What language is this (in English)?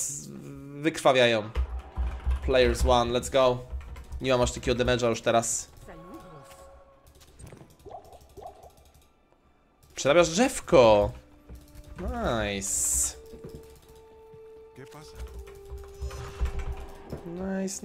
Polish